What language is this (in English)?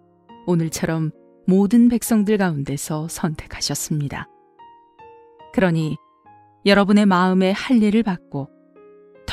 Korean